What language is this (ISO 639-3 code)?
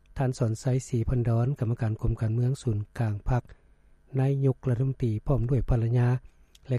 lao